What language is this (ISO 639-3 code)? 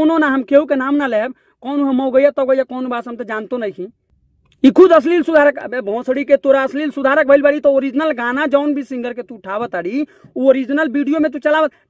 bho